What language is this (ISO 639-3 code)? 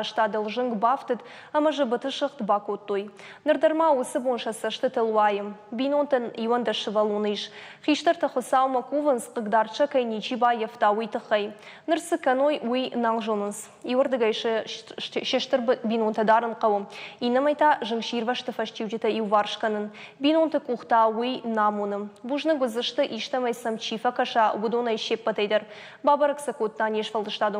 oss